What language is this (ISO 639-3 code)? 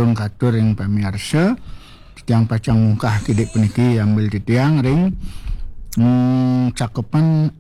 ban